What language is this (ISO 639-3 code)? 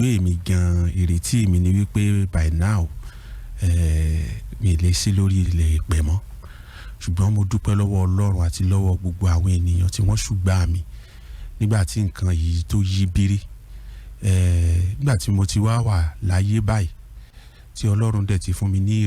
yor